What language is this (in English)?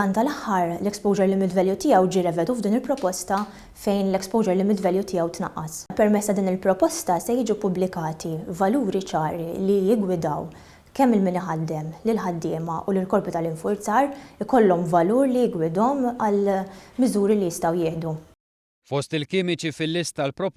Maltese